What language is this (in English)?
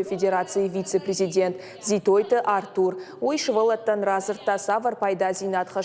Ossetic